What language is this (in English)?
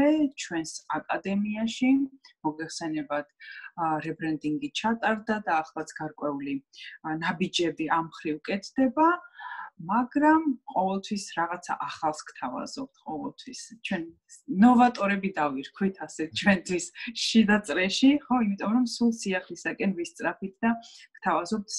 Georgian